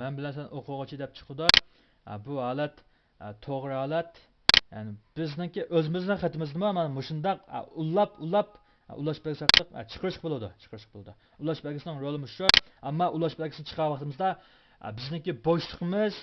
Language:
Uyghur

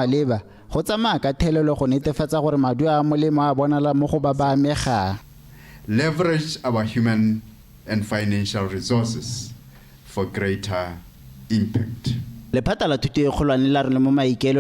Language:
Tswana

